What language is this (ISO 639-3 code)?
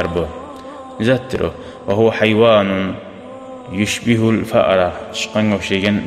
kum